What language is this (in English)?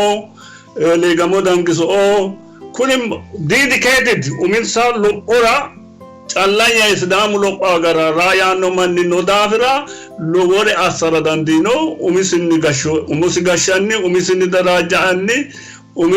Sidamo